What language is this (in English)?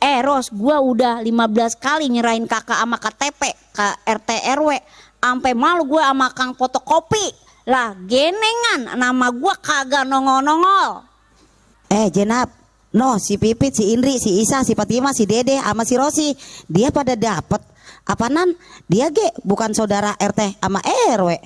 Betawi